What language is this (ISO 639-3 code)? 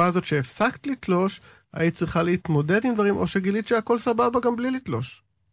heb